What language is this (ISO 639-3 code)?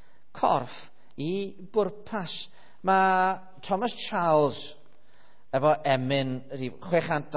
cym